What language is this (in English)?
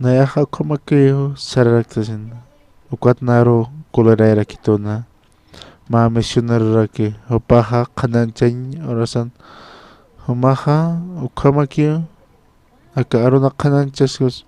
Aymara